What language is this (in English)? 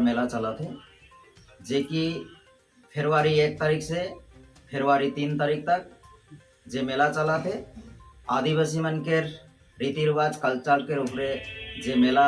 Sadri